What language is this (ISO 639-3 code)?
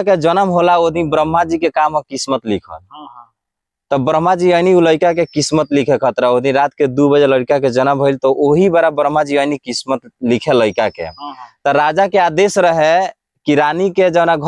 bho